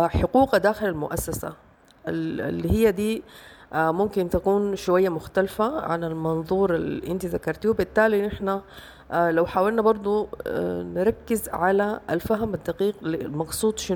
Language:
Sudanese Arabic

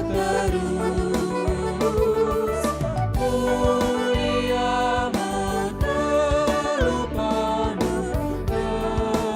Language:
Batak Karo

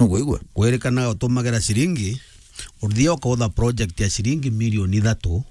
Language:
Meru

